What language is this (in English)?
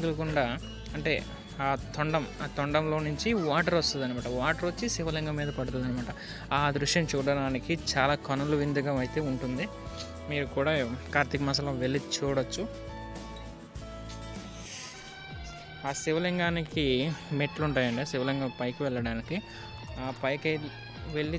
Telugu